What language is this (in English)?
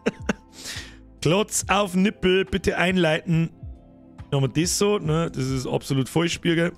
Bavarian